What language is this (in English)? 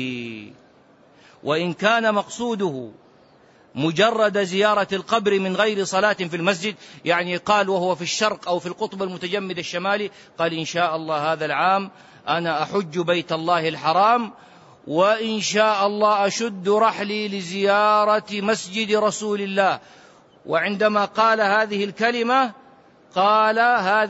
Arabic